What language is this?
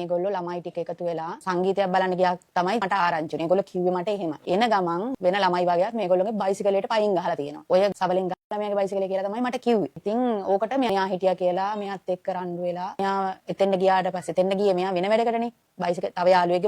Sinhala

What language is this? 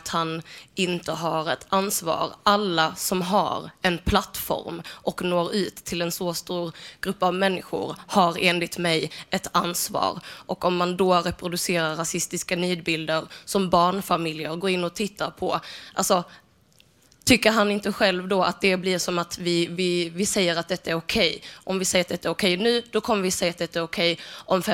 Swedish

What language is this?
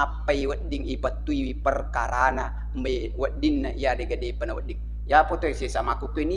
Buginese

